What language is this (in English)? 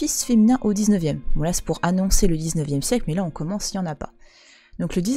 French